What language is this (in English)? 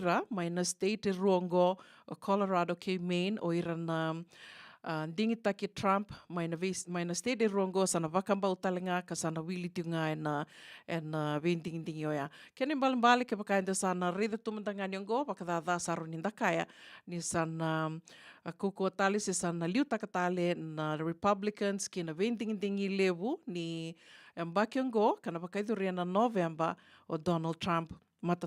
Fijian